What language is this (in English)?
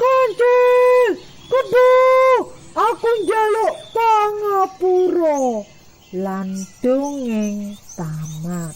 Javanese